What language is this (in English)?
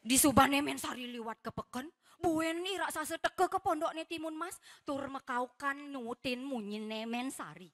Balinese